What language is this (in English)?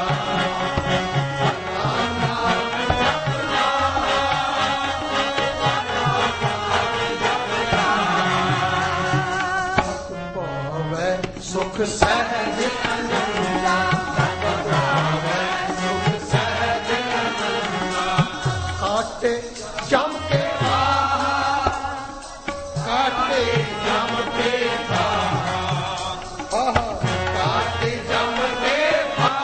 Punjabi